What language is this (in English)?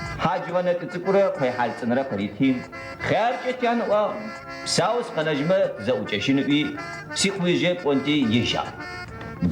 Adyghe